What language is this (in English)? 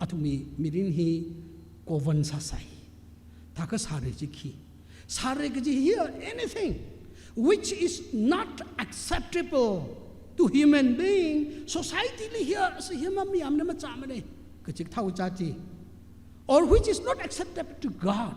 Tangkhul Naga (India)